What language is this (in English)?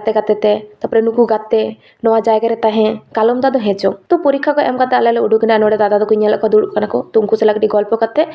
Santali